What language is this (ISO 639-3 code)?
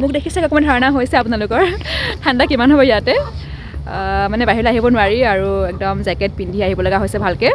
asm